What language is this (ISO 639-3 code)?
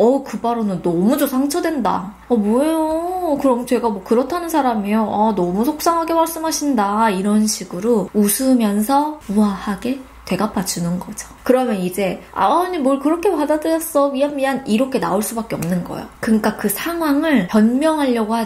kor